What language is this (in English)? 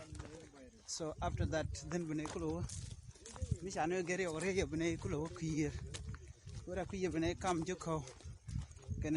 Nuer